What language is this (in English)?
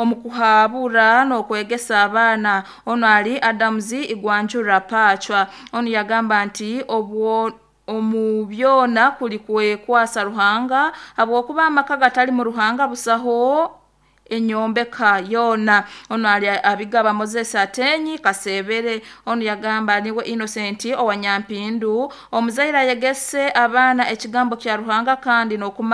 Nyoro